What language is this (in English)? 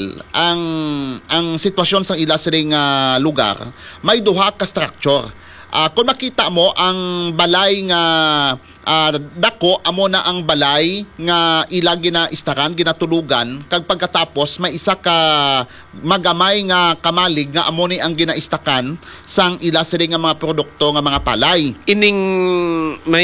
Hiligaynon